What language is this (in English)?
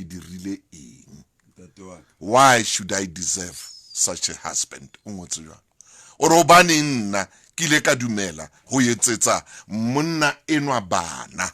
Southern Sotho